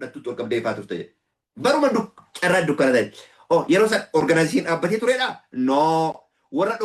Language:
Oromo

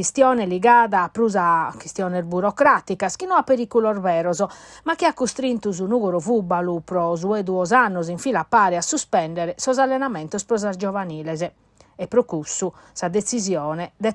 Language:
Sardinian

